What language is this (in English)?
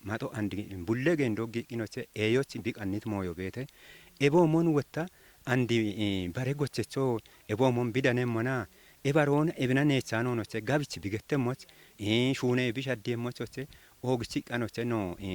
Kafa